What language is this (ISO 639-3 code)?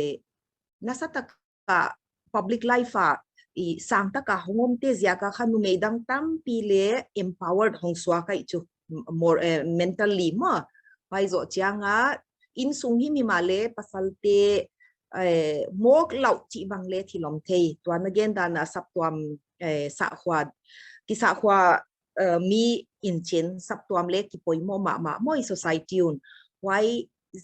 pck